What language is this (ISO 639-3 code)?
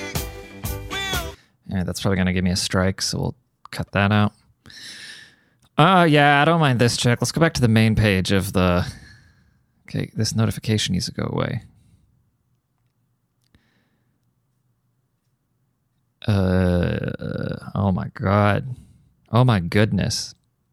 eng